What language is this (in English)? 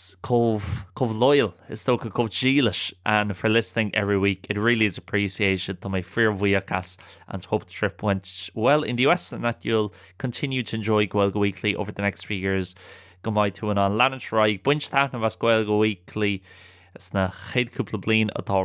Irish